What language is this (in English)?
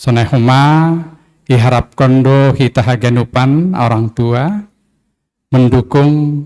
Batak Simalungun